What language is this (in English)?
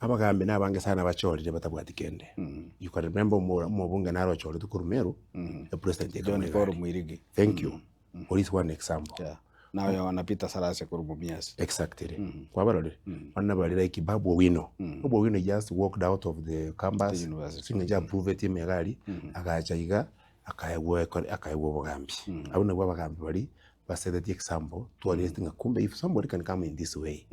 Gusii